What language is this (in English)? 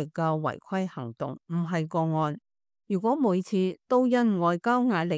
Cantonese